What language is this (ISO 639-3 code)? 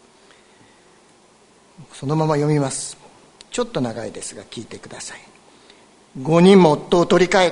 jpn